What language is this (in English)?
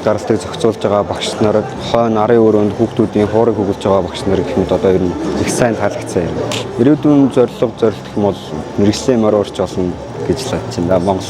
Mongolian